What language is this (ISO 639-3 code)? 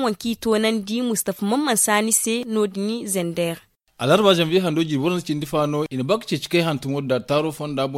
dje